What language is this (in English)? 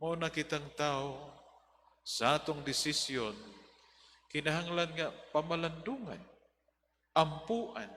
Cebuano